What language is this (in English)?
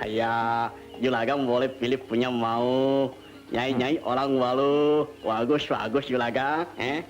Betawi